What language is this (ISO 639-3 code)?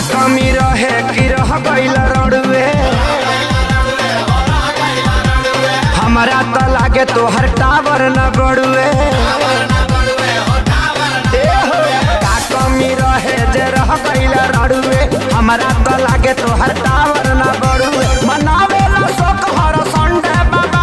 bho